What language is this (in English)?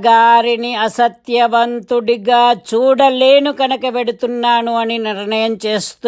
Telugu